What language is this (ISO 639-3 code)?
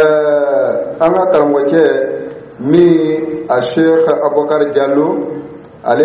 dyu